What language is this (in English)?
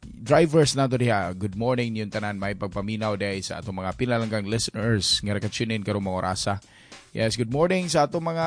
Cebuano